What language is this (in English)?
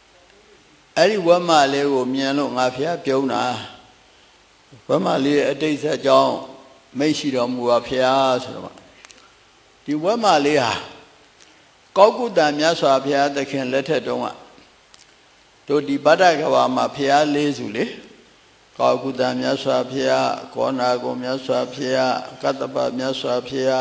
Burmese